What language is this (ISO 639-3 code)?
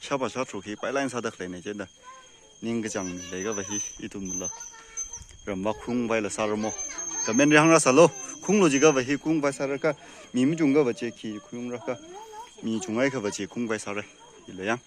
nmf